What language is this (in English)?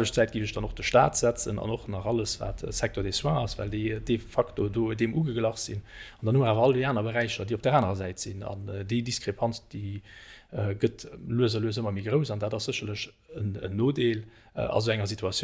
Luxembourgish